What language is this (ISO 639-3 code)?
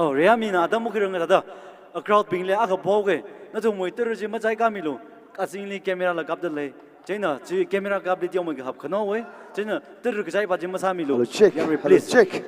nmf